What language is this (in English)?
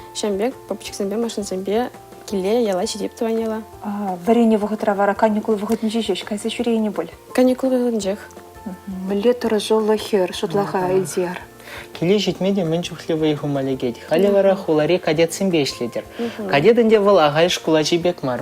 Chuvash